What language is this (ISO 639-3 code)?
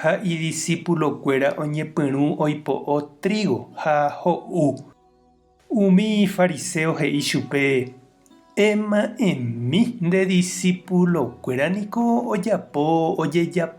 grn